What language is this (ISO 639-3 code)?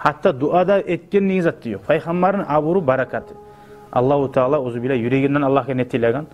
kum